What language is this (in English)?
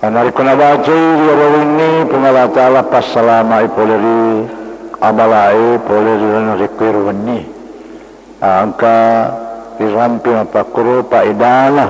Buginese